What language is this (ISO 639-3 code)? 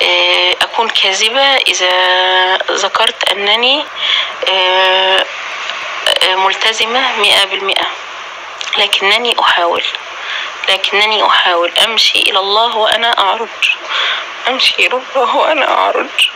apc